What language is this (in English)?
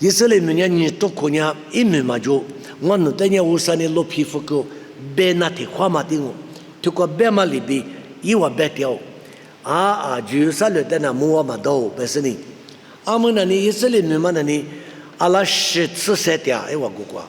Lisu